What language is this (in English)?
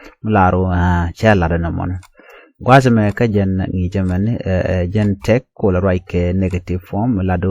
Nuer